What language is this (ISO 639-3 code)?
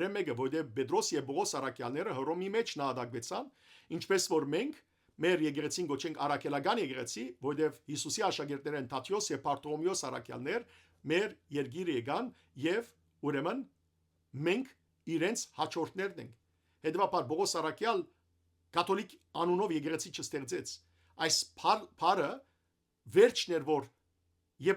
hyw